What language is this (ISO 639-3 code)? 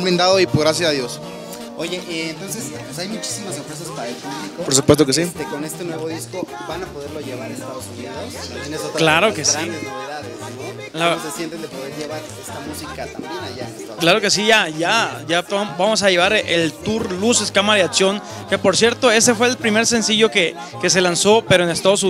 spa